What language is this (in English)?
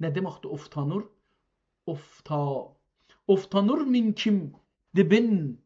South Azerbaijani